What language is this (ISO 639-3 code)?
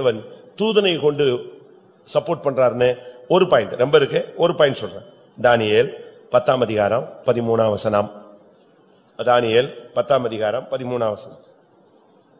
tam